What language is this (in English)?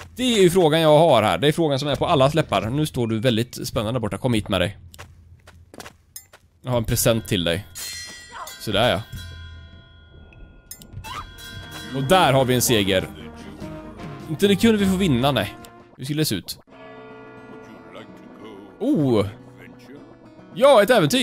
Swedish